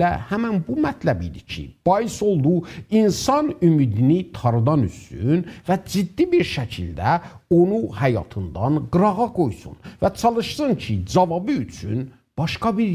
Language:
South Azerbaijani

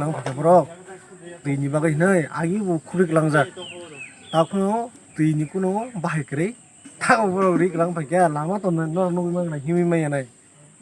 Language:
Kok Borok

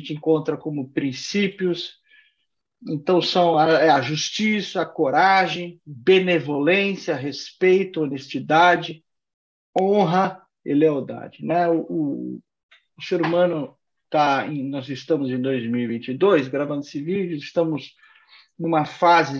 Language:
Portuguese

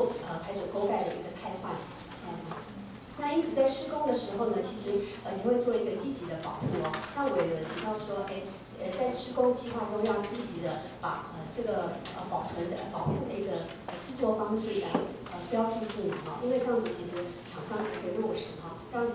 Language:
Chinese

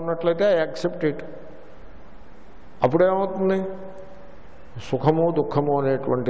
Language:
Telugu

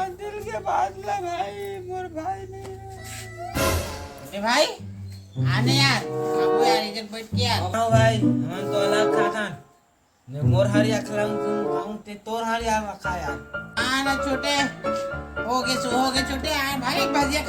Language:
Chhattisgarhi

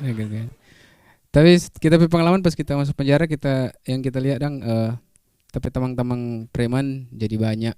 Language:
Manado Malay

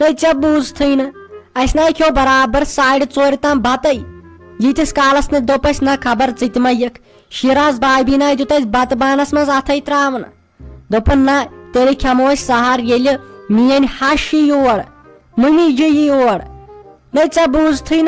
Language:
Kashmiri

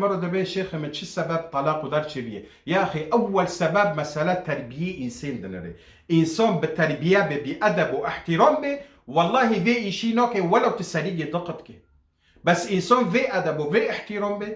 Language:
Kurdish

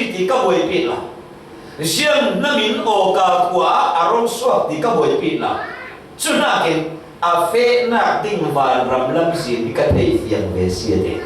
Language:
Falam Chin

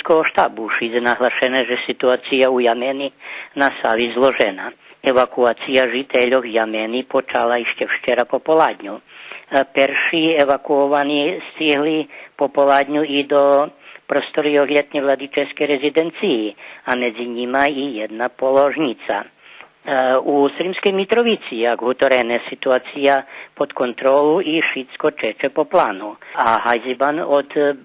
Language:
Rusyn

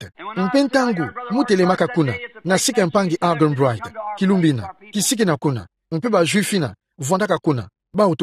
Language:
Kituba (Democratic Republic of Congo)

